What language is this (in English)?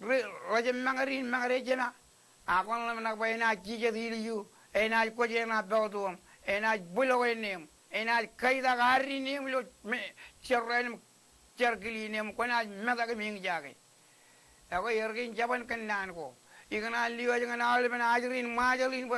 Marshallese